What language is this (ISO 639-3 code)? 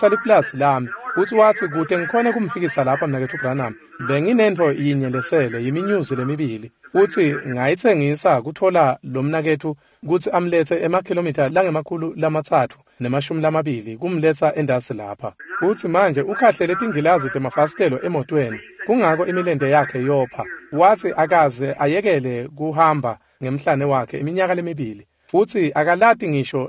ssw